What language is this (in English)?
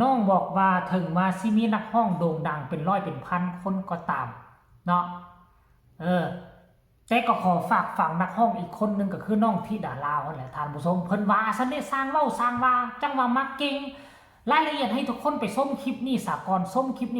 Lao